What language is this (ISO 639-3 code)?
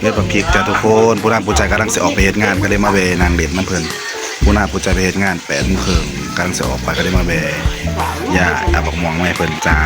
tts